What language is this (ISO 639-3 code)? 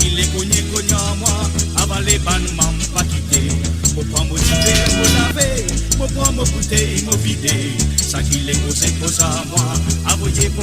mfe